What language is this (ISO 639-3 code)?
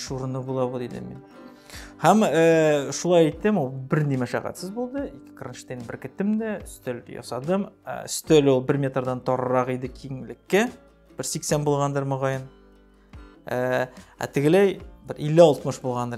tat